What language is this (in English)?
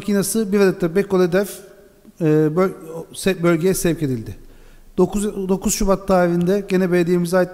Turkish